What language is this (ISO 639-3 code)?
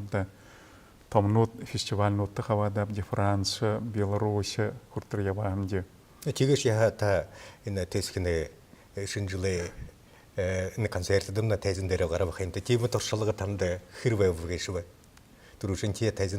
bua